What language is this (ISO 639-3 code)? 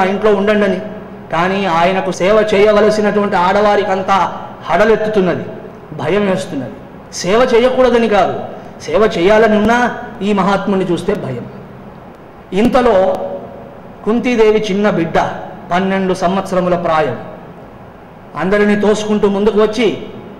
tel